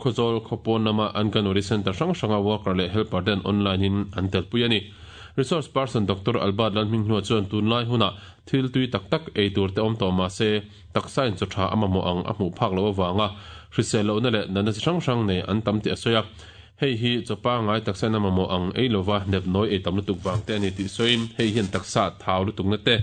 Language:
Mizo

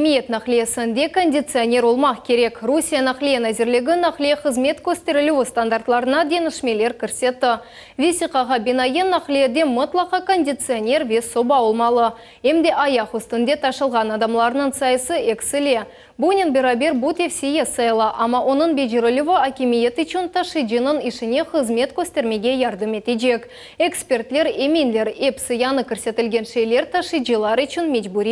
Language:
Crimean Tatar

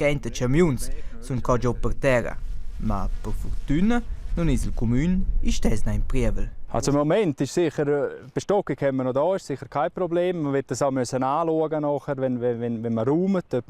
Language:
Romansh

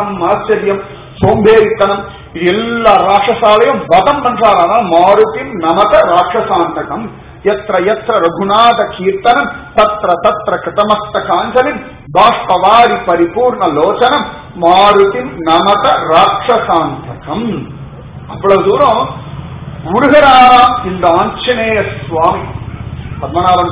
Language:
Tamil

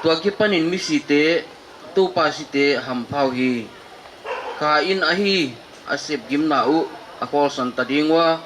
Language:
Paite Chin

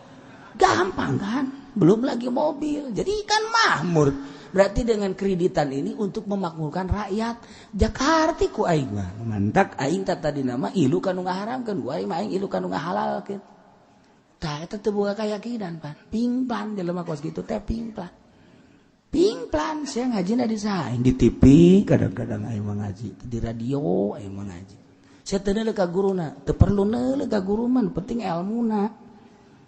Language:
Sundanese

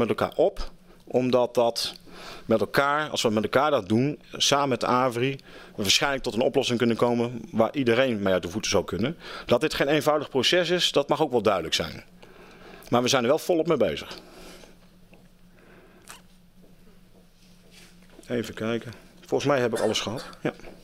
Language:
Dutch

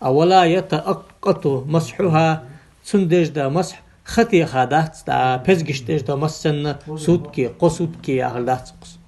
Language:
Ingush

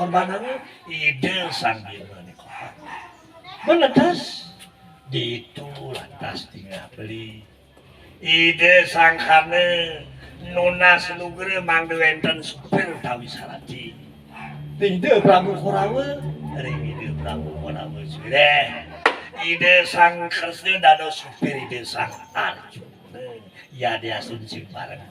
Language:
Balinese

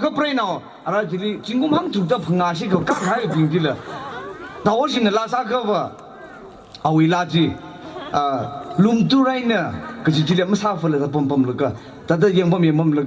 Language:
Tangkhul Naga (India)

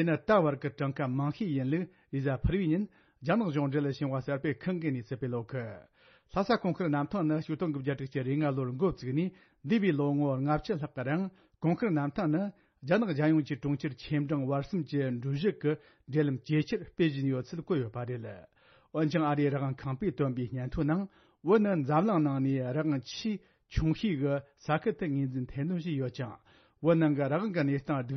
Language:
Tibetan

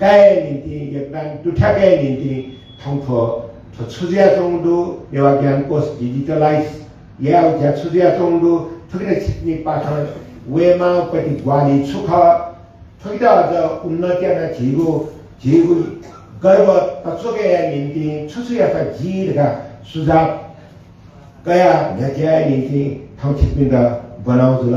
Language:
Newari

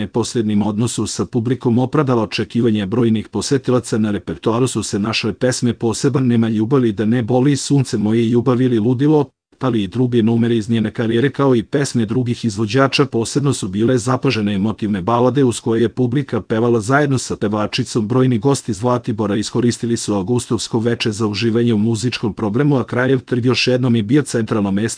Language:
Serbian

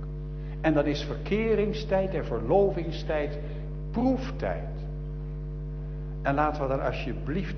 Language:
Dutch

